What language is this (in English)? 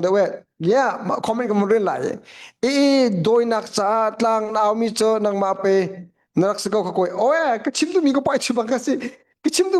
Hakha Chin